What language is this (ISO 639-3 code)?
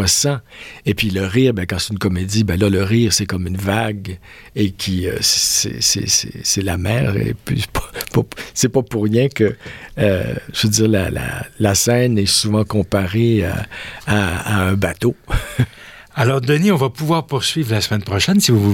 fra